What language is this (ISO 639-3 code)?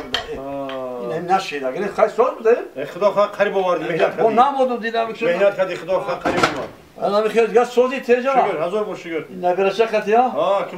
tgk